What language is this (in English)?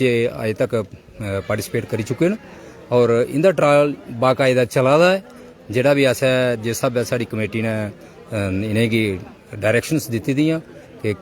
Dogri